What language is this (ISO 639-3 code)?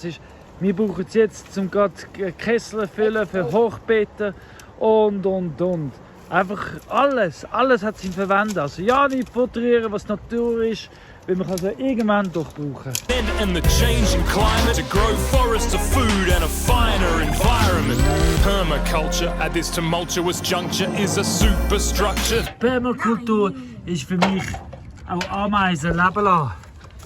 gsw